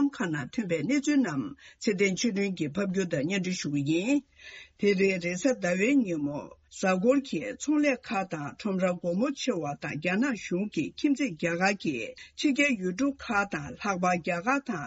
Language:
Tibetan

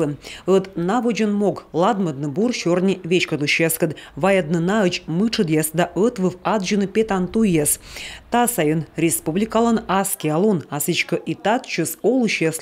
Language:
Komi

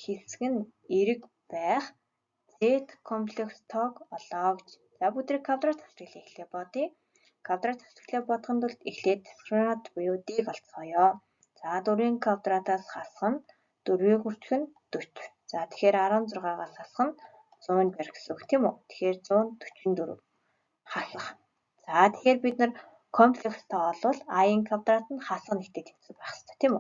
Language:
Mongolian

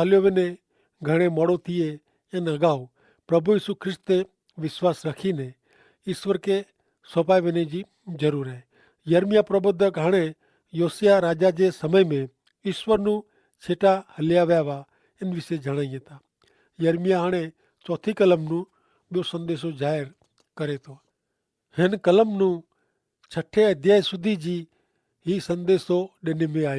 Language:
Kachhi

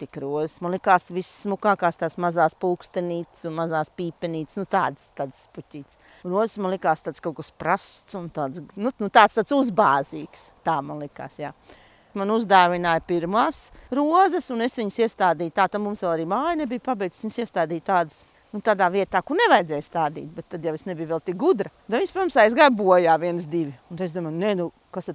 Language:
Latvian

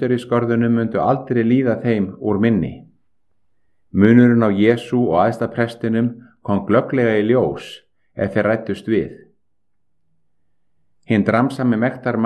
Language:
Icelandic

